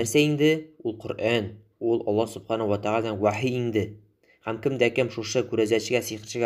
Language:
Tatar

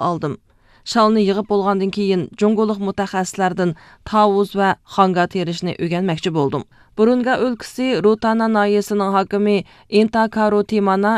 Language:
Uyghur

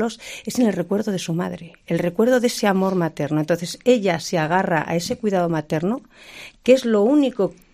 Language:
Spanish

